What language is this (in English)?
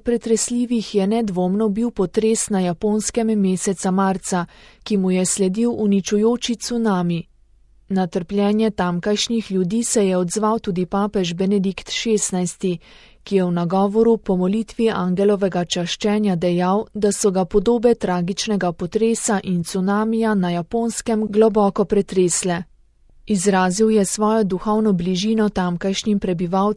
Slovenian